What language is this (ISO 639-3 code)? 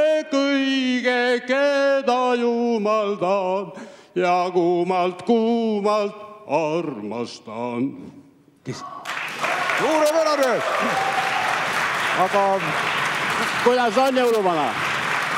est